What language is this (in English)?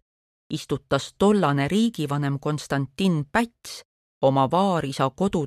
Estonian